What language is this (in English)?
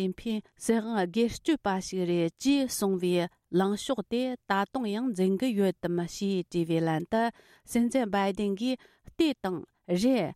Tibetan